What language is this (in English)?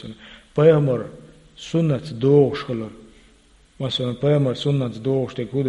Chechen